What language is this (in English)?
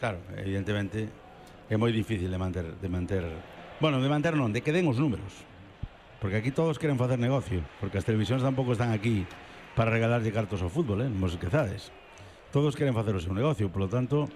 Galician